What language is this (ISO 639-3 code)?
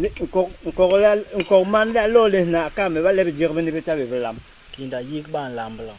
bas